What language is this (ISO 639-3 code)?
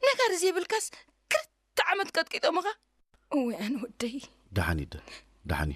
tir